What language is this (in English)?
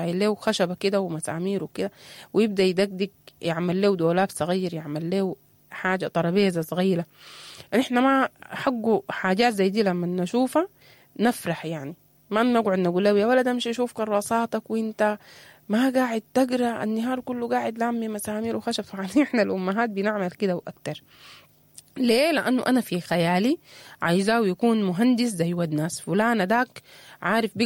Sudanese Arabic